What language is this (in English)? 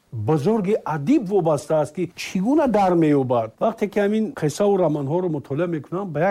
Tajik